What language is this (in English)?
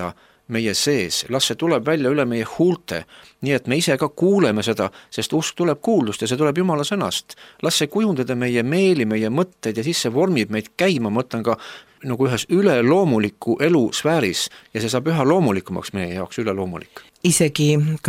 Estonian